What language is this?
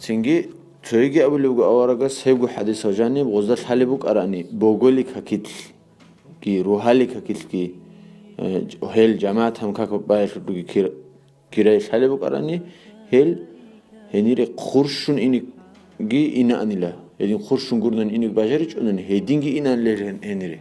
Avaric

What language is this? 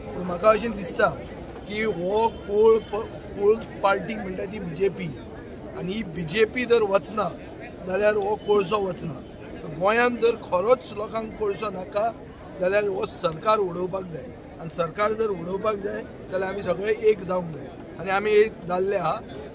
Konkani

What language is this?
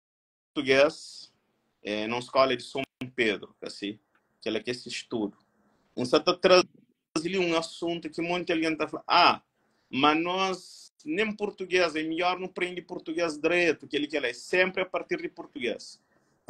Kabuverdianu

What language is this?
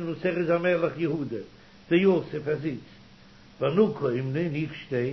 Yiddish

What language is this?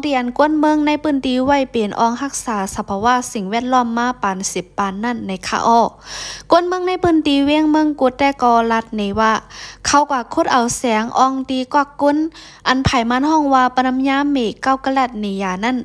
Shan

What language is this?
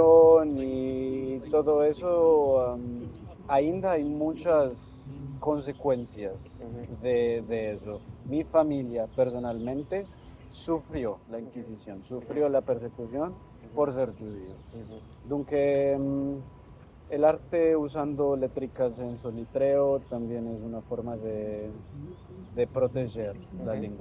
Ladino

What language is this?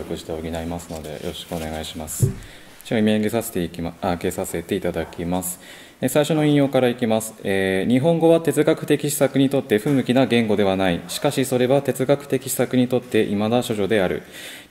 Japanese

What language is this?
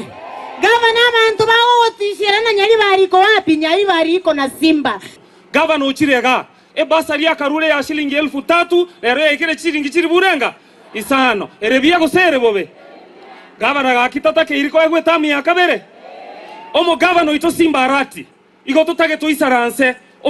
Gusii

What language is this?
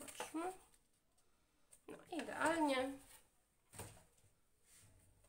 Polish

